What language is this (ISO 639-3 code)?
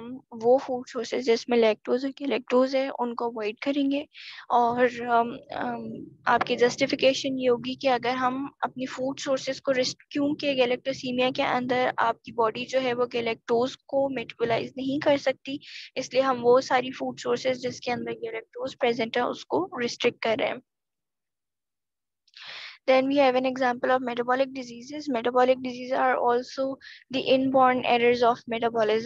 hin